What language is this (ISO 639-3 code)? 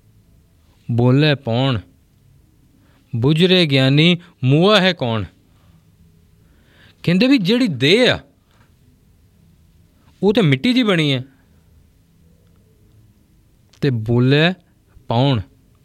pan